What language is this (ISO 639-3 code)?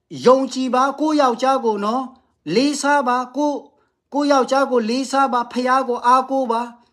mya